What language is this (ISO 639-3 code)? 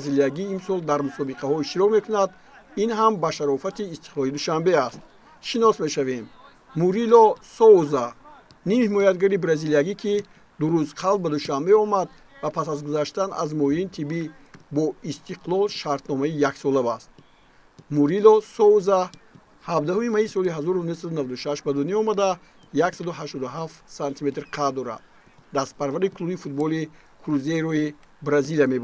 tgk